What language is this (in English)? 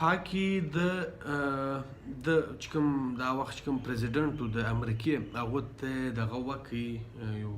Pashto